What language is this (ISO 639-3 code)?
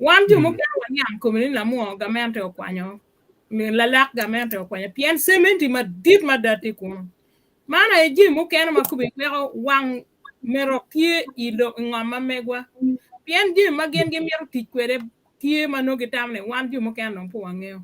ach